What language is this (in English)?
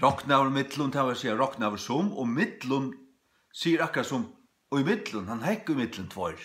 Faroese